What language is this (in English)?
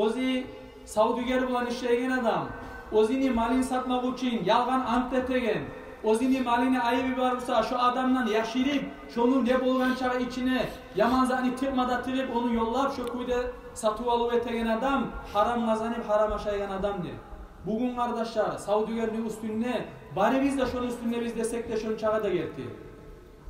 Kumyk